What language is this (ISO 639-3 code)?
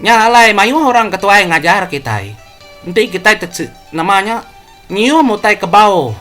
iba